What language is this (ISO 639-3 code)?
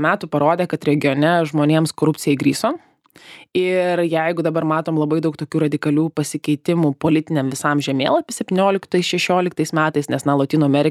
lit